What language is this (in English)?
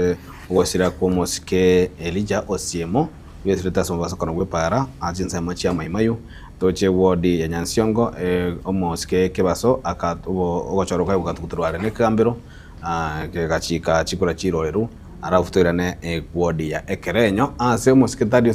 Gusii